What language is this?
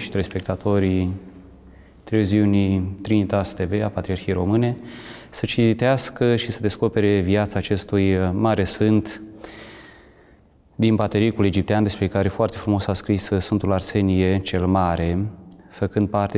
Romanian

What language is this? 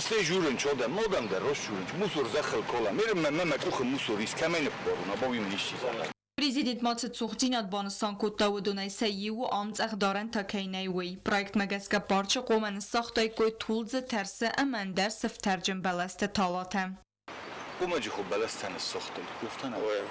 Ossetic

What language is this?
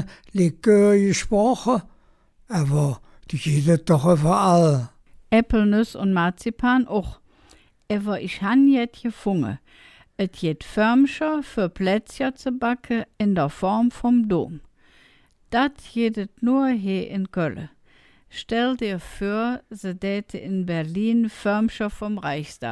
Colognian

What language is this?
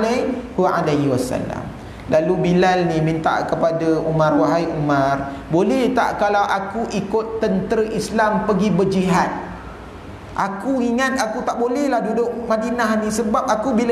Malay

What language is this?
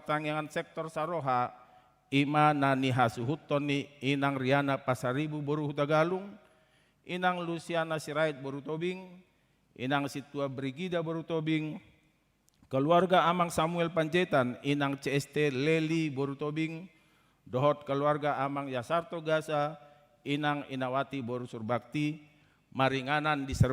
Batak Toba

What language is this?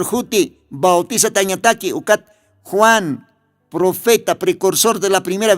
Aymara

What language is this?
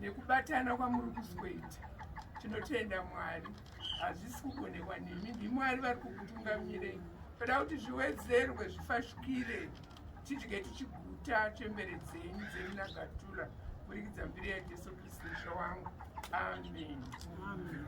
Shona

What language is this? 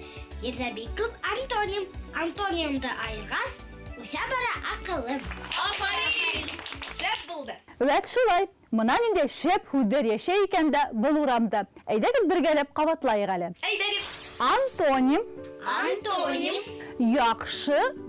Bashkir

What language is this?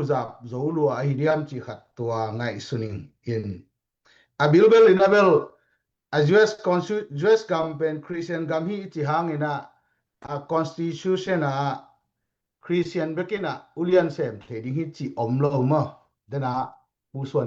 Tedim Chin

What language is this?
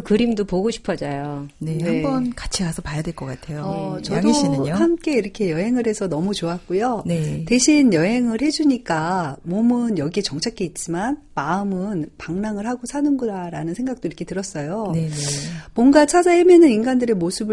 Korean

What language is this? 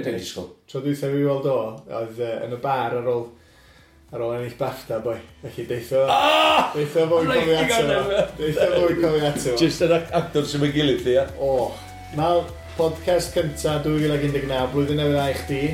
Welsh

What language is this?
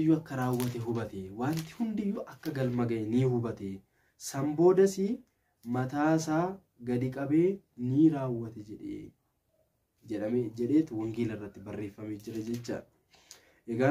Oromo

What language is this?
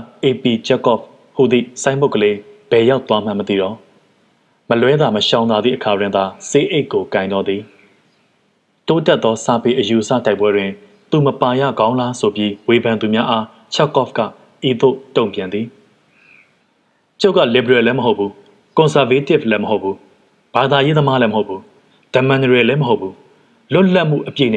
Burmese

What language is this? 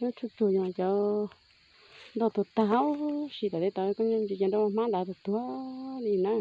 Hmong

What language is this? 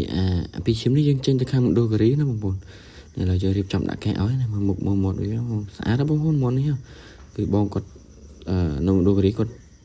Khmer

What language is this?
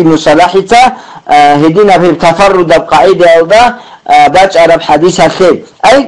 Avaric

